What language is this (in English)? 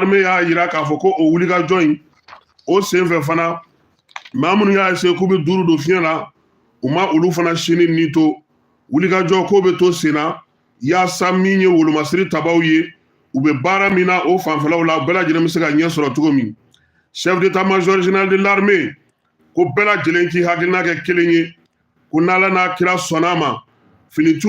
Bambara